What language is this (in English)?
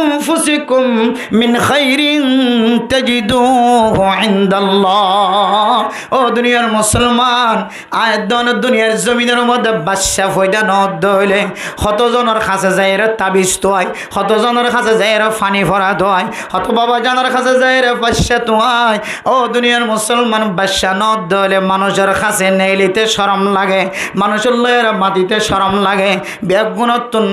Rohingya